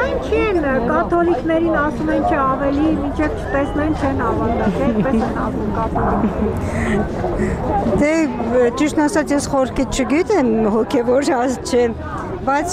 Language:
Armenian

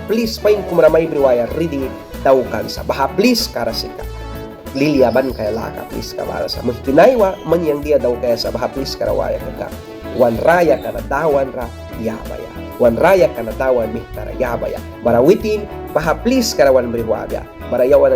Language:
Mískito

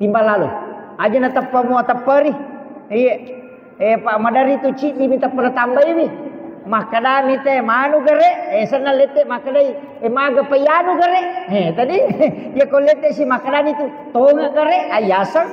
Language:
Buginese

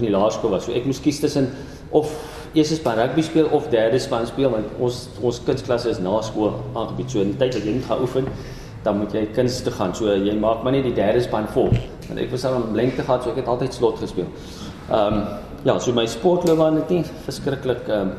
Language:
Afrikaans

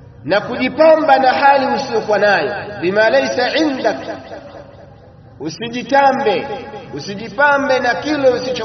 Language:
Swahili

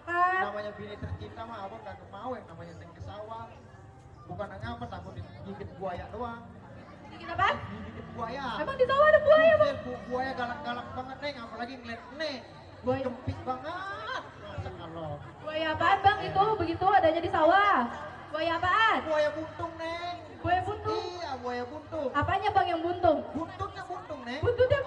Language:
Betawi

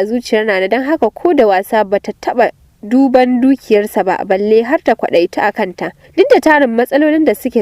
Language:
Hausa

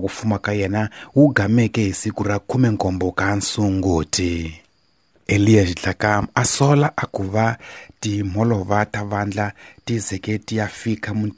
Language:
Tsonga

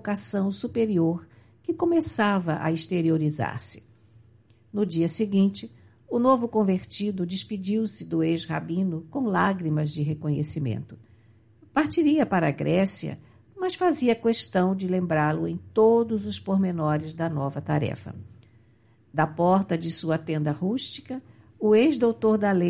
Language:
Portuguese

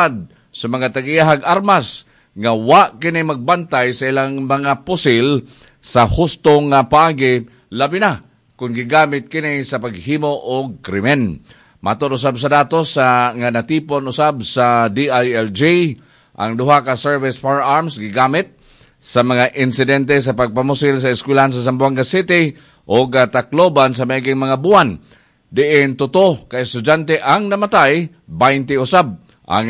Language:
Cebuano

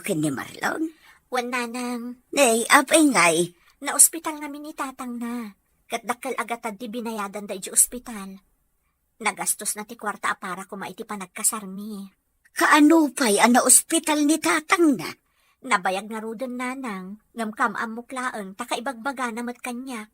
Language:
Iloko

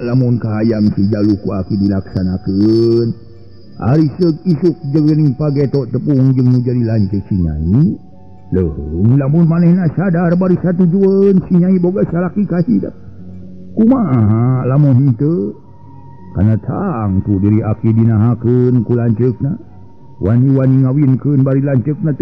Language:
Sundanese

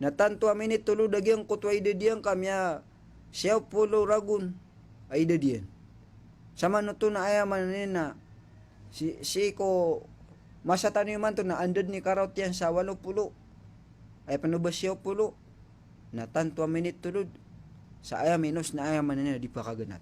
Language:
Maranao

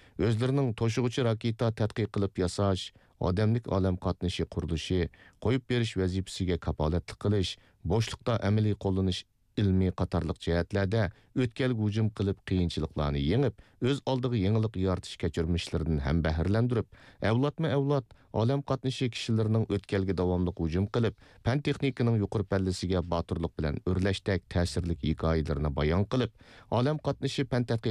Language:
Uyghur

